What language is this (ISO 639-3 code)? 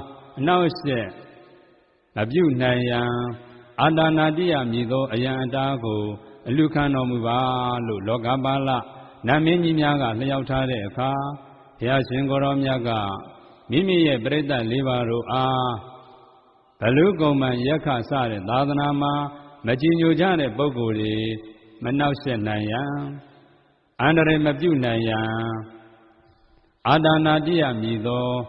mya